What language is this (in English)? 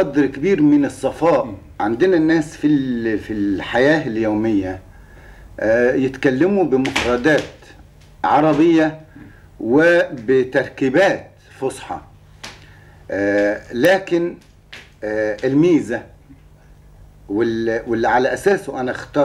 Egyptian Arabic